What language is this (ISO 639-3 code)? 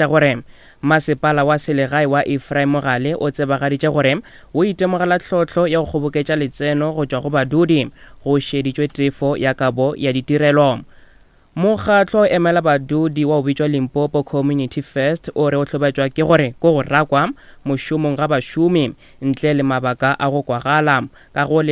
nso